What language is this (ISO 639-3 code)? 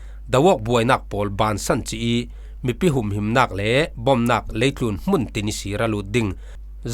cfm